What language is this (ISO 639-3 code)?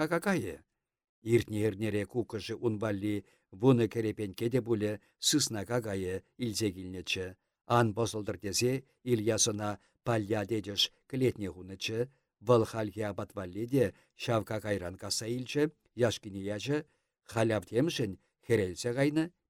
chv